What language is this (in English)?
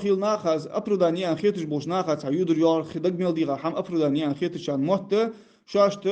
Ingush